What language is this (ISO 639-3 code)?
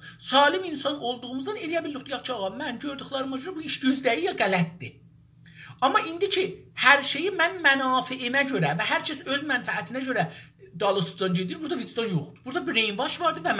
azb